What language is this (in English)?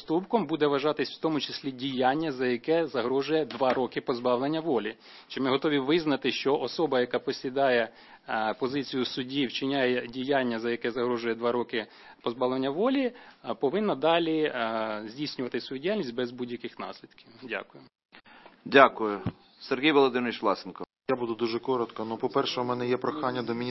Ukrainian